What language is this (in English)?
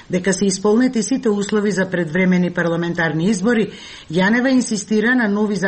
Macedonian